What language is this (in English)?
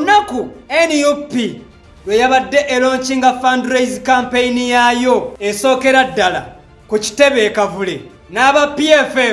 Ganda